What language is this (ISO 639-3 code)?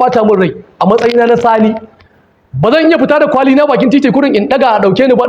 hau